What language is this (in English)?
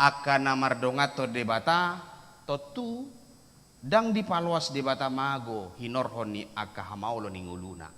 Batak Toba